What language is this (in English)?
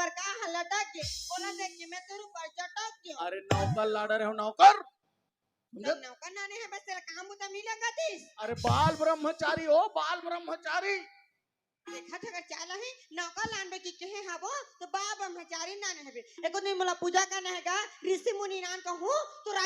Chhattisgarhi